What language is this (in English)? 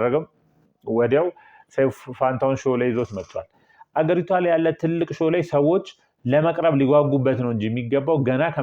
Amharic